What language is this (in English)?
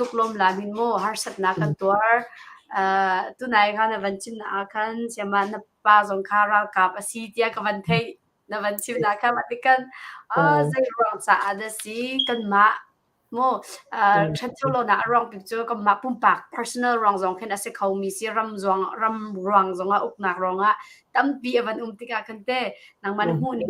Hakha Chin